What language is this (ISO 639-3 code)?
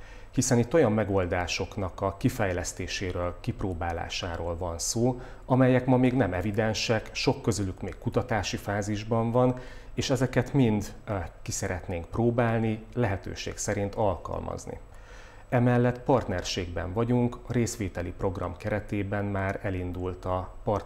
hun